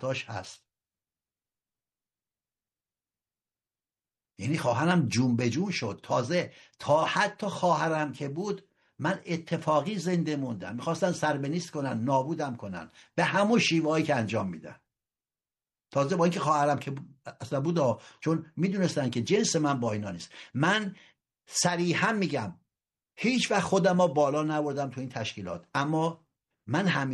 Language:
Persian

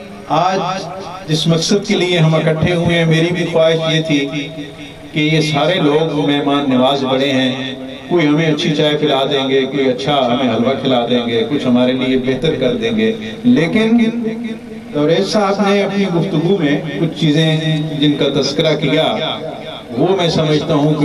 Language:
Urdu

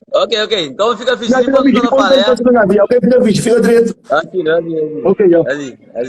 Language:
Kabuverdianu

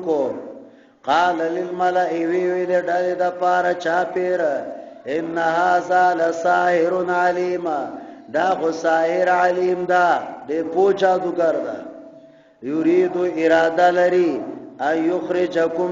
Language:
Pashto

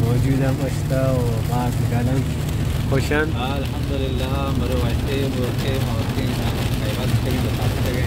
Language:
Baluchi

